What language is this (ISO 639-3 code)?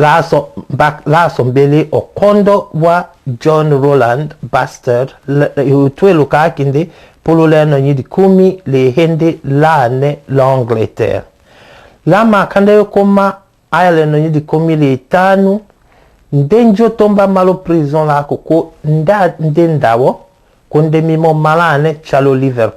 tll